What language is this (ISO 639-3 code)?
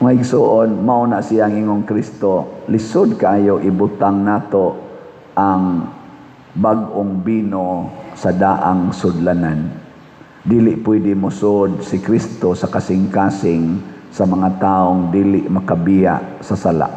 ceb